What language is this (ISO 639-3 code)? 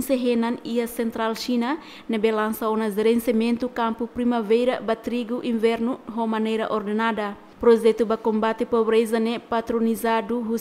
tet